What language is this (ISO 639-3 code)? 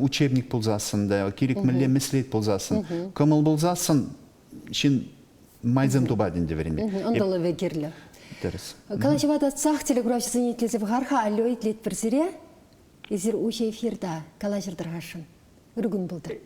chv